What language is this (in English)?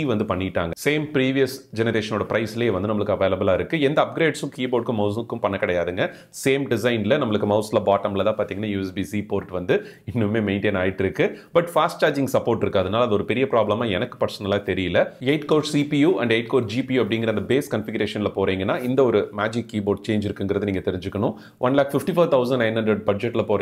Tamil